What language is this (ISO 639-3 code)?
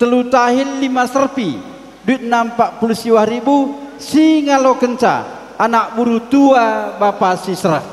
btx